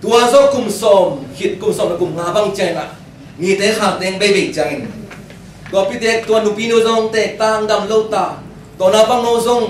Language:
Tedim Chin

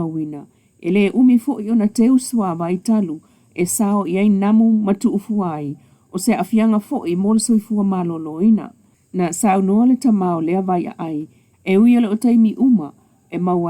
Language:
Samoan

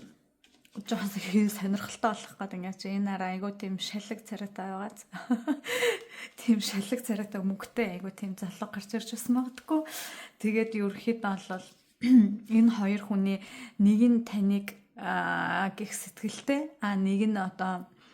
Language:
Mongolian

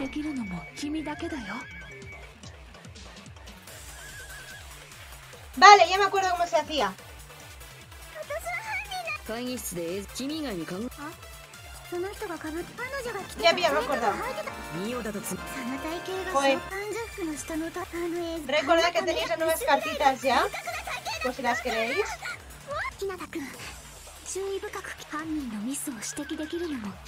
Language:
Spanish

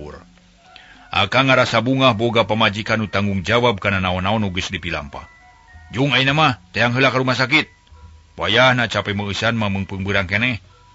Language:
Sundanese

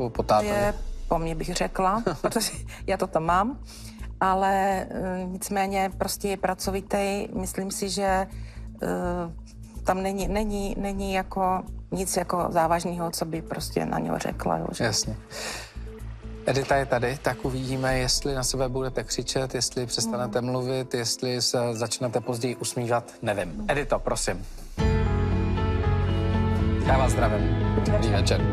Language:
Czech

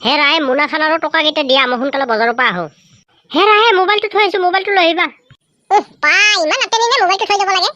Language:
Assamese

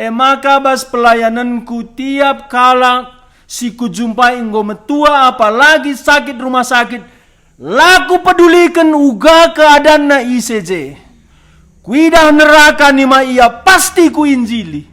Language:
Batak Karo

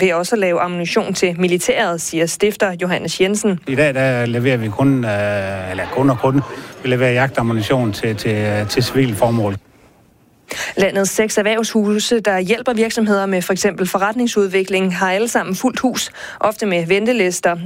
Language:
Danish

